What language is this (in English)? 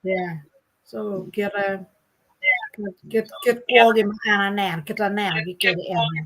Acoli